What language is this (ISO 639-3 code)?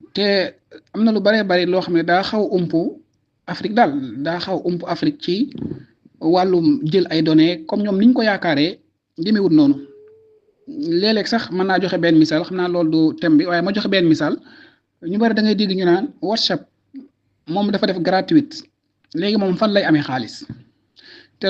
wol